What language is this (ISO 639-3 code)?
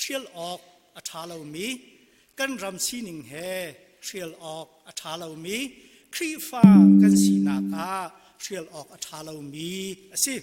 cnh